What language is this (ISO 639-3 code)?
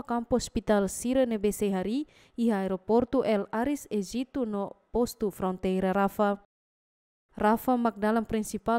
tet